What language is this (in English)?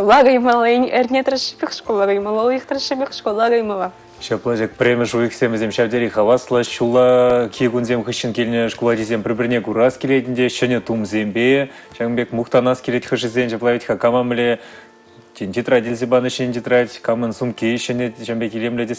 Chuvash